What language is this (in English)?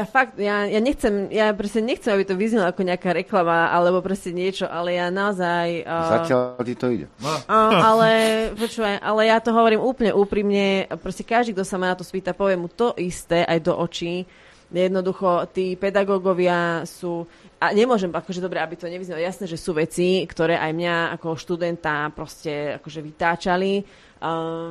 Slovak